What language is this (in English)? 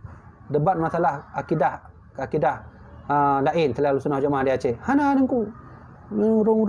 Achinese